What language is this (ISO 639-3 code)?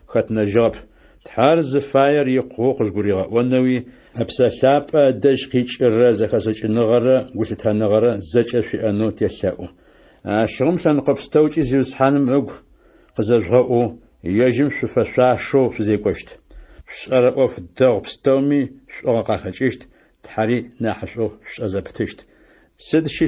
ady